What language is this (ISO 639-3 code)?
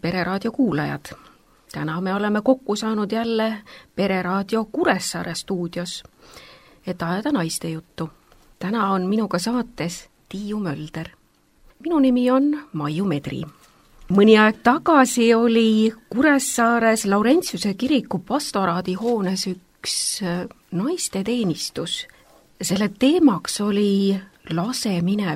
est